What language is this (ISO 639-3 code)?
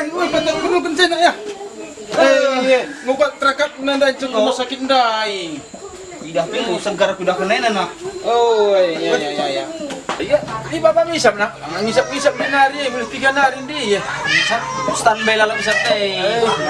btx